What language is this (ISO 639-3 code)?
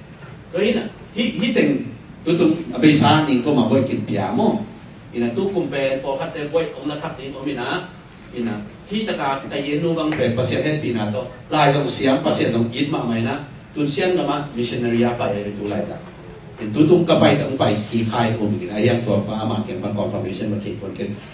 ctd